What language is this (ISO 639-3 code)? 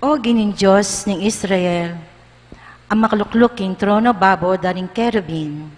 pam